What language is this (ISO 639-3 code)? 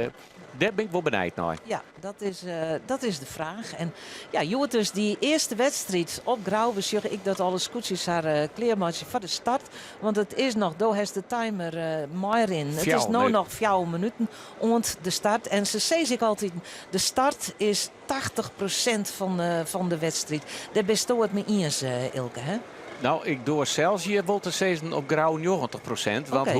fry